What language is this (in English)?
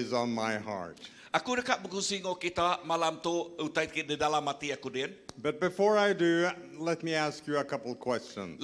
Iban